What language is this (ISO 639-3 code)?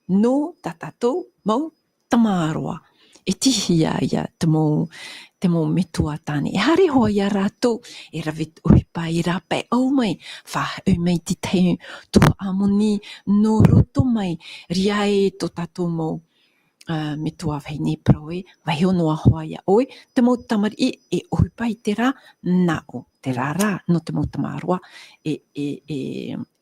tah